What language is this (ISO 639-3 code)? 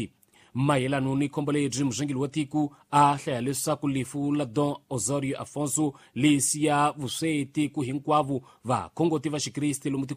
tso